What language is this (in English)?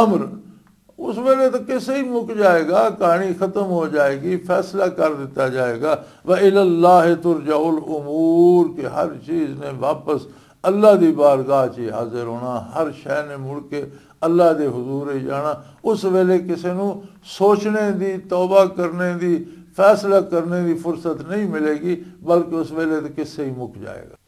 Western Panjabi